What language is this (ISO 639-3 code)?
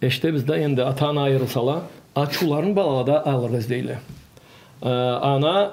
krc